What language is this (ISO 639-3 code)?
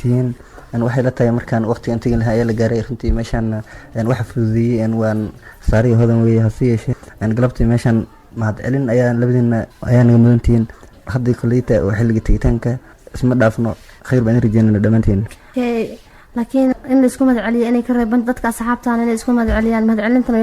som